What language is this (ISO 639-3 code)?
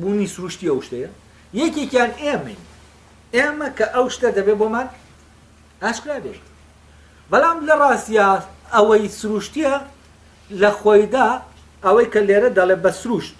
ckb